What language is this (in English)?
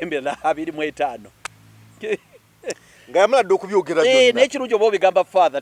Ganda